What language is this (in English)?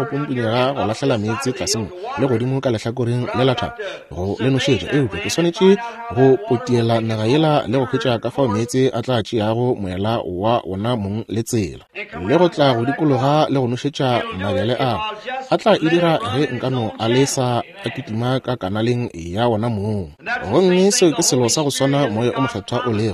Northern Sotho